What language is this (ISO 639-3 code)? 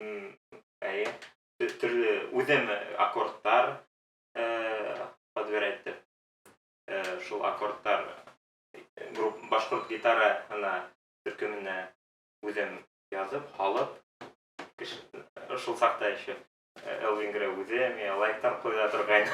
bak